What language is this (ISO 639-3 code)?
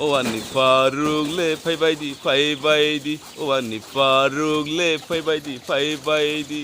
trp